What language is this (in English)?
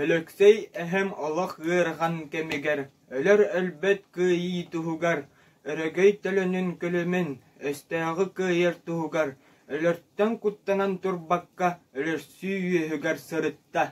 Yakut